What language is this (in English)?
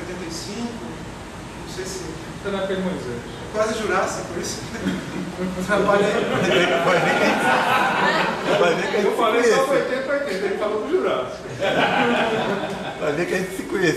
Portuguese